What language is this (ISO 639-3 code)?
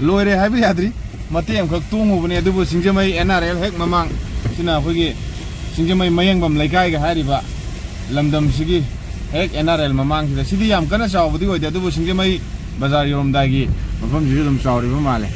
mni